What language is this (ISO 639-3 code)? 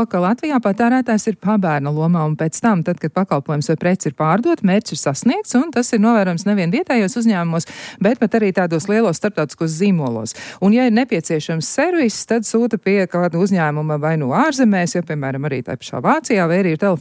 lav